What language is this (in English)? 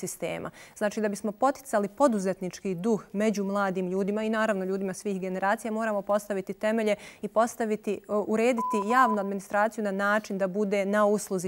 Bosnian